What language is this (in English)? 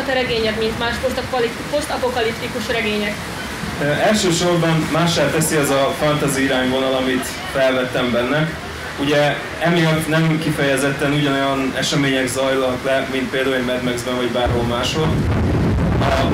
Hungarian